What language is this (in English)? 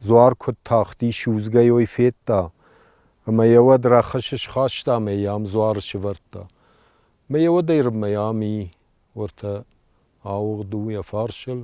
Ossetic